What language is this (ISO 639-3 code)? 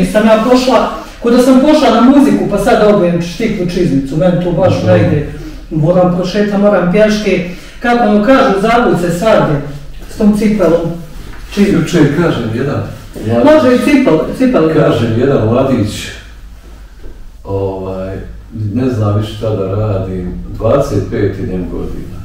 bos